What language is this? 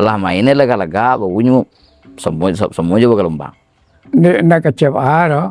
Minangkabau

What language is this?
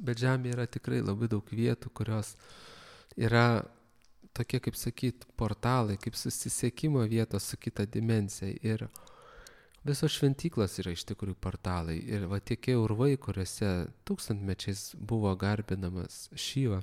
Lithuanian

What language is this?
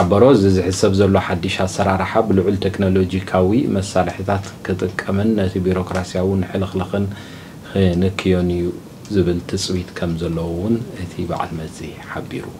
Tigrinya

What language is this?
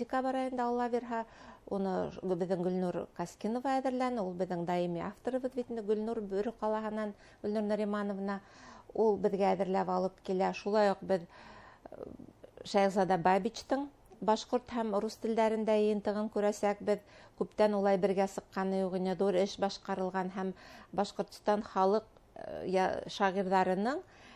Bashkir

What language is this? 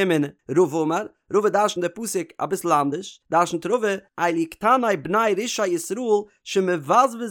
Yiddish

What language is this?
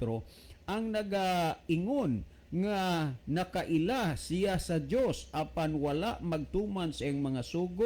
Cebuano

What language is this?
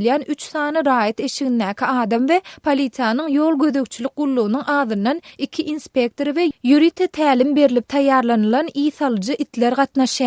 Turkmen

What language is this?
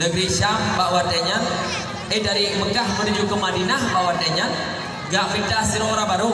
Achinese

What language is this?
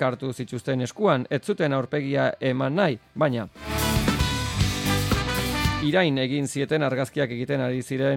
Basque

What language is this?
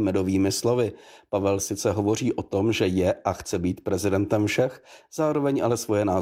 Czech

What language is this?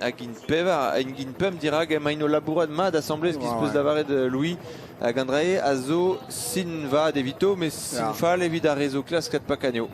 Breton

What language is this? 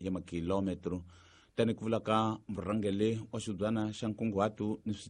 Tsonga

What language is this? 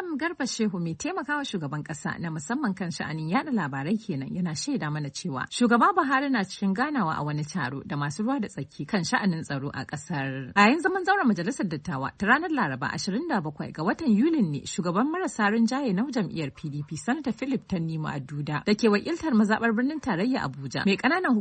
Hausa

